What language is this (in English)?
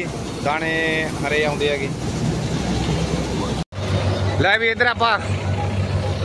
Punjabi